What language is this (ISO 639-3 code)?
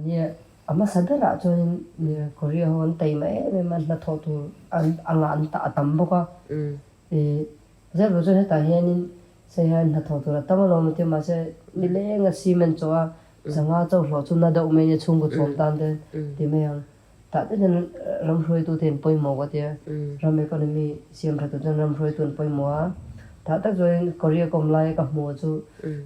lus